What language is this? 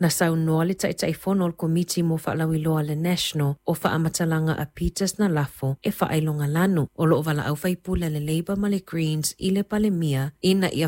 Samoan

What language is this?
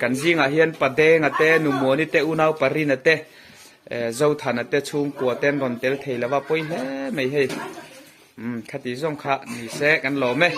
Mizo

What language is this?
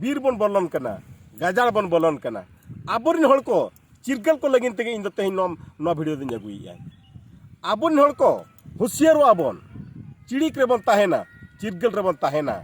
Santali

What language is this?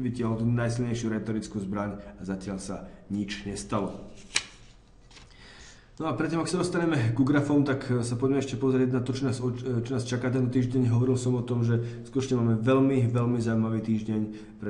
Slovak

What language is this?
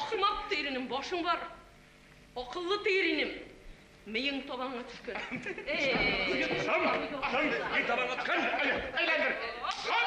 Bashkir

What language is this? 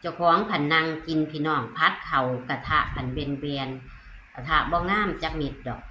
Northeastern Thai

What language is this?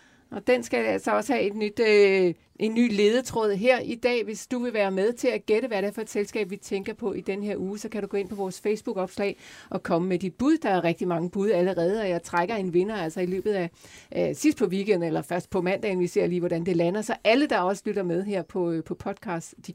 Danish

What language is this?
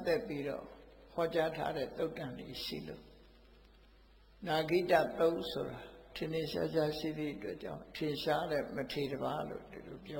Burmese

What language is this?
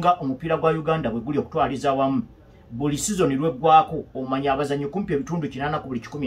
Ganda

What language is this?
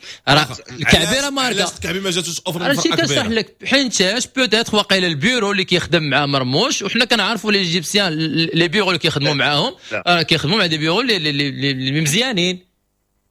Moroccan Arabic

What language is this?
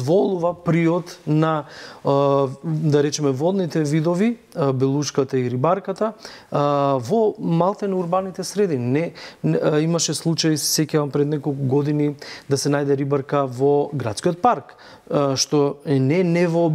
Macedonian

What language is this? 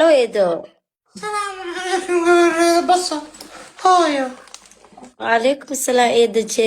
Somali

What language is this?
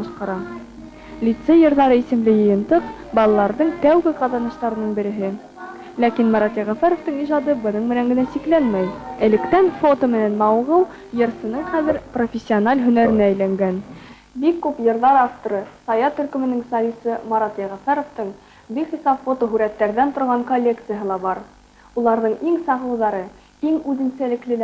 Bashkir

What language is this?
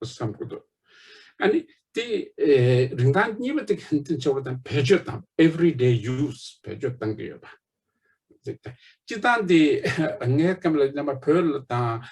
Tibetan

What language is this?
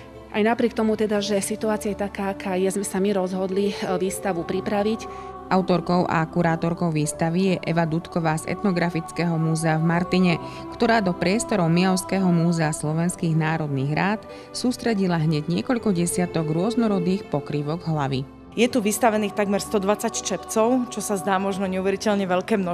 Slovak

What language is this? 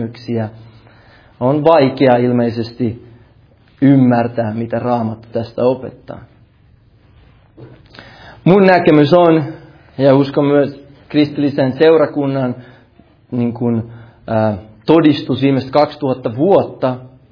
Finnish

